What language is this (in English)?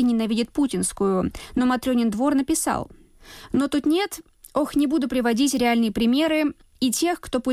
Russian